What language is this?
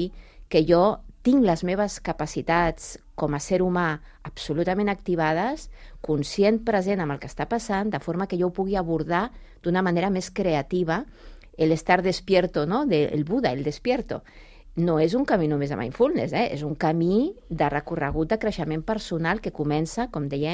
Catalan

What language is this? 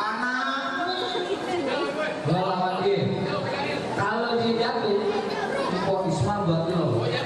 Betawi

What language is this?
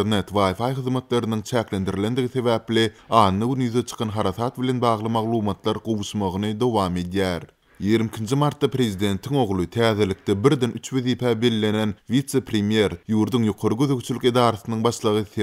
Turkmen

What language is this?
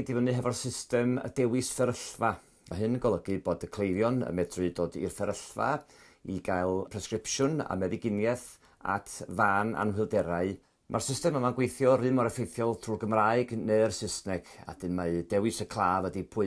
Welsh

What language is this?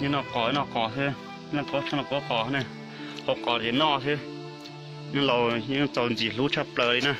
Hmong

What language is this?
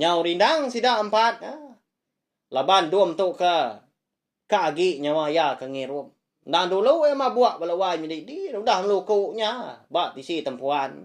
Iban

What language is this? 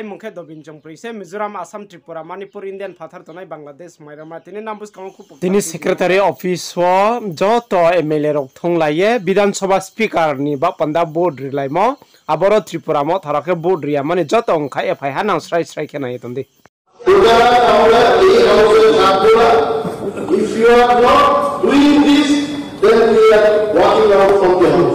Riang (India)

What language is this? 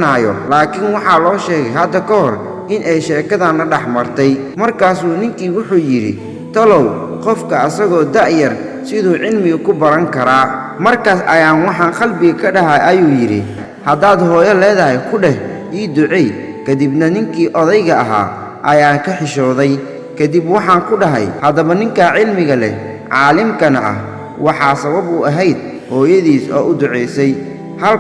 Somali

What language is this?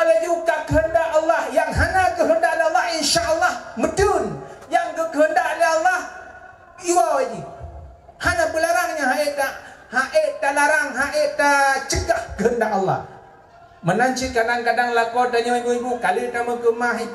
Achinese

